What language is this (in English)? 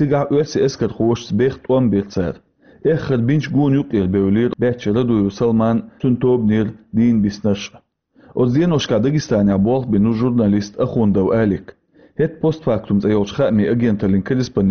Chechen